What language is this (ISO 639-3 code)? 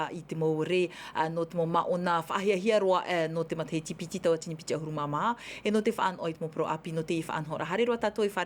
tah